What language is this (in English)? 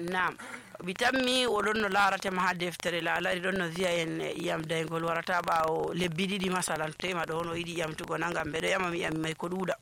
Nigerian Fulfulde